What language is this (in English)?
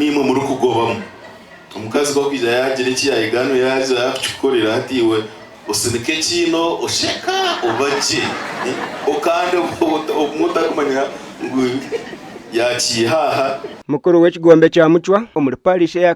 Nyankole